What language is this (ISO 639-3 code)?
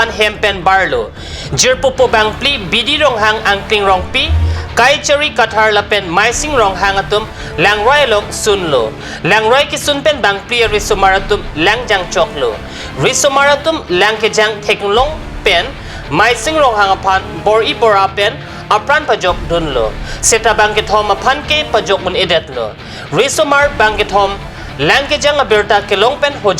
mjw